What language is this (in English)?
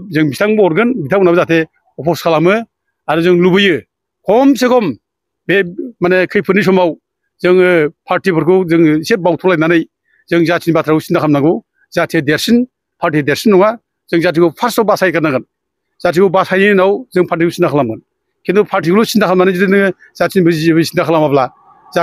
Bodo